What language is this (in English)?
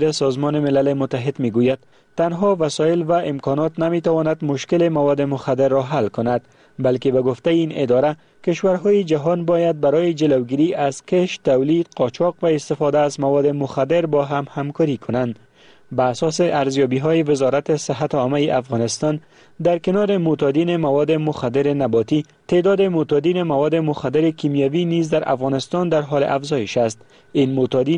Persian